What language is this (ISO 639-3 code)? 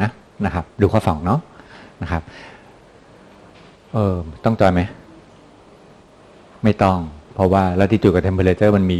tha